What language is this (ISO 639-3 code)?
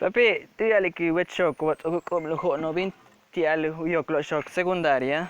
yua